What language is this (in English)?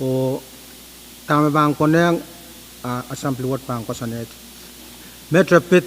Pohnpeian